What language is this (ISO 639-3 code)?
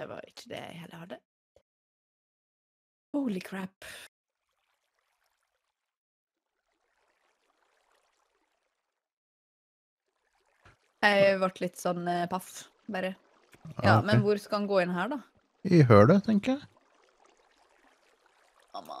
nor